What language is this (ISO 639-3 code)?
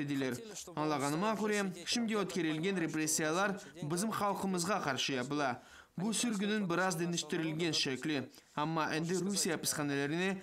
crh